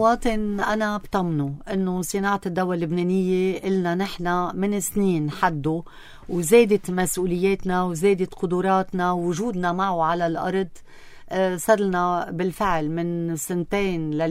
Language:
North Levantine Arabic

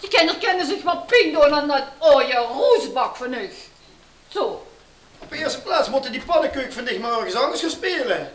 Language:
Limburgish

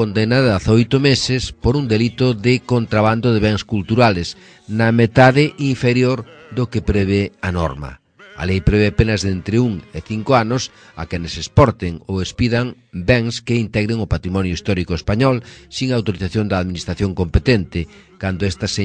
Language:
Galician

